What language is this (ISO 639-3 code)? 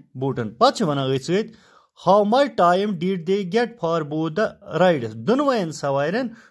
kas